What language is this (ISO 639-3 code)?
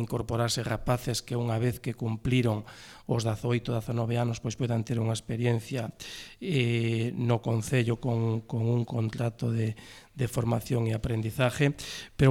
glg